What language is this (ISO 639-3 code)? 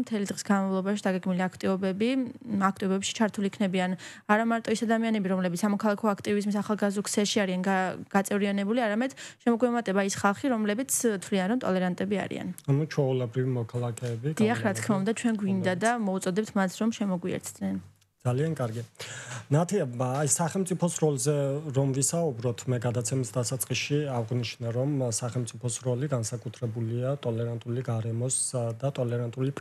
kat